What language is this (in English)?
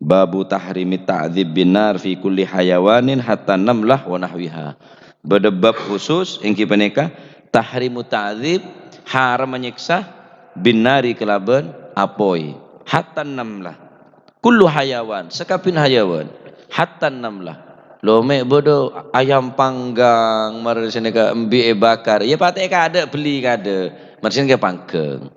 Madurese